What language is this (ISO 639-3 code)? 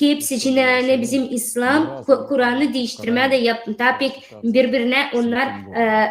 gag